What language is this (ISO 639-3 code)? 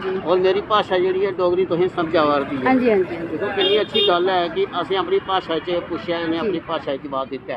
doi